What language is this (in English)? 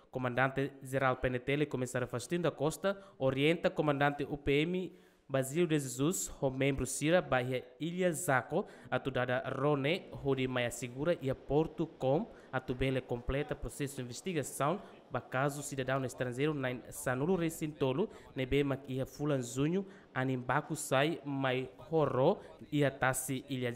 Tetum